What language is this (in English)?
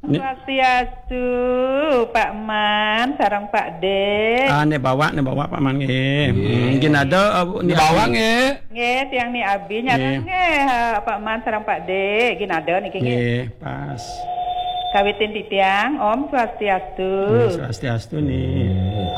Balinese